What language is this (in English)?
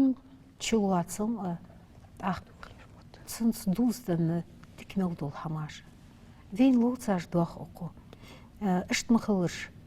Ingush